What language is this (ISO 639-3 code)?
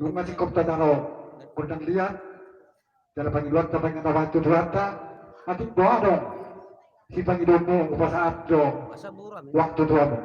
bbc